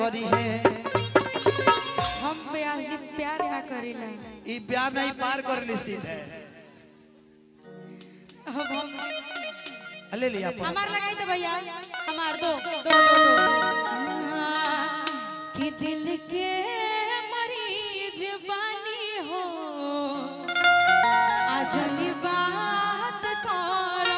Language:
Bhojpuri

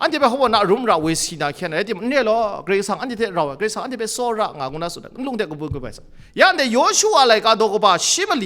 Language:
Kachin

